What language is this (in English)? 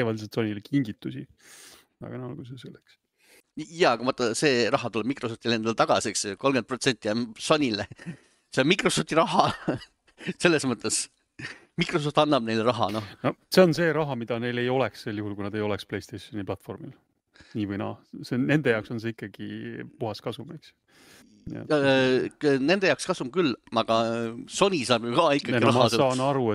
Estonian